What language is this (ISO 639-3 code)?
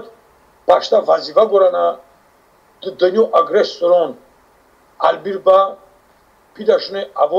tly